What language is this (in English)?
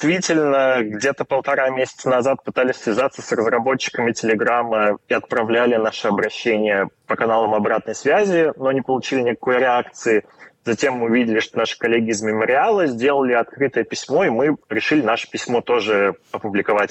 Russian